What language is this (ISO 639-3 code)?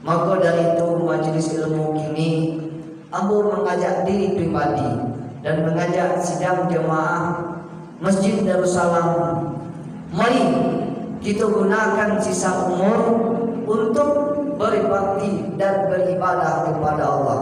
min